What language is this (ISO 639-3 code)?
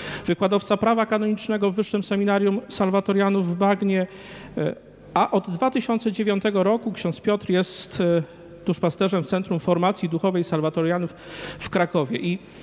pol